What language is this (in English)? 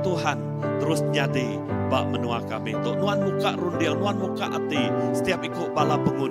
Iban